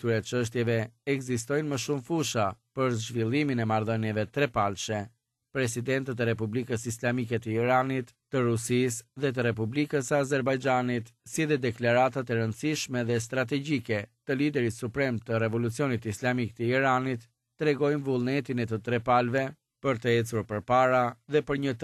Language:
Albanian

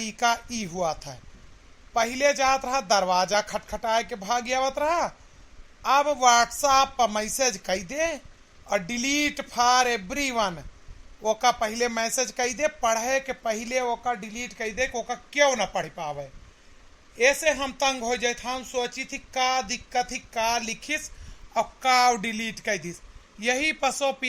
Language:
Awadhi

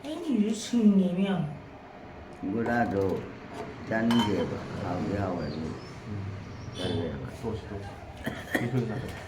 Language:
Manipuri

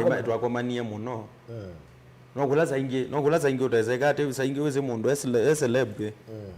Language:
Kamba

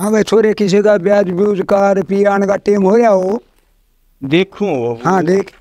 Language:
Haryanvi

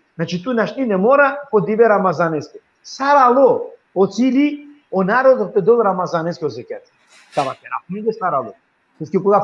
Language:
Balkan Romani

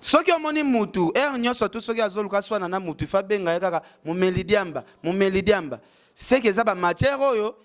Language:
Lingala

